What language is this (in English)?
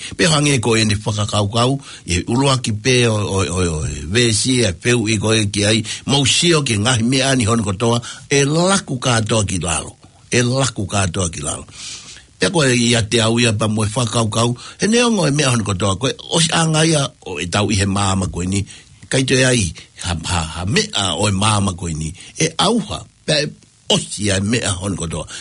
Tongan